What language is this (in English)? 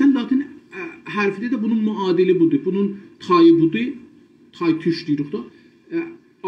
South Azerbaijani